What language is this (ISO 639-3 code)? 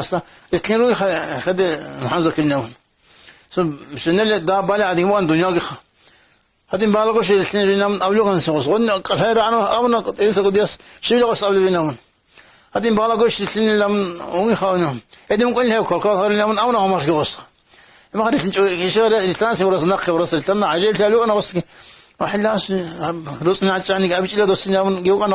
ava